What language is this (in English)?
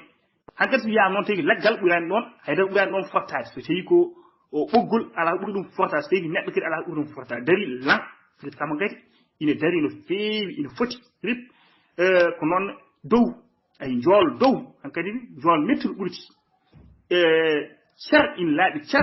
Fula